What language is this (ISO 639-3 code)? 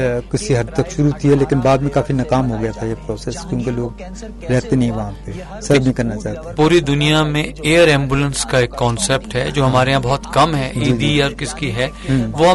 urd